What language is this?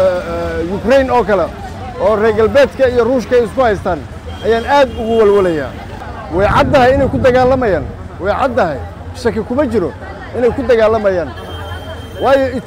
Somali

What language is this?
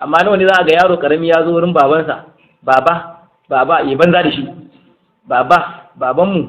Hausa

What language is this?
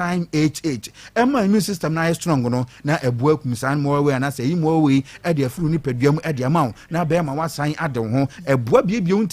Akan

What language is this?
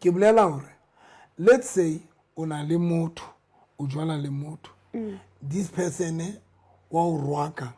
Southern Sotho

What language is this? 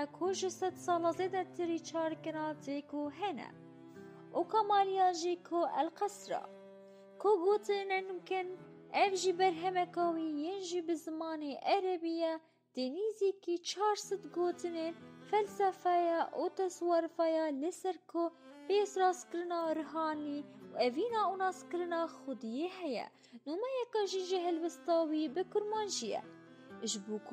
Kurdish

